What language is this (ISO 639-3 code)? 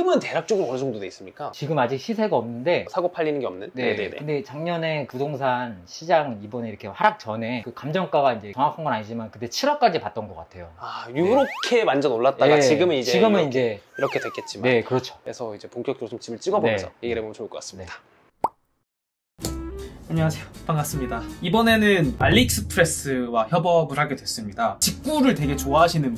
kor